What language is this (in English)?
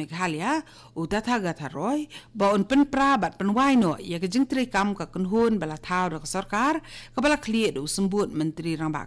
Khasi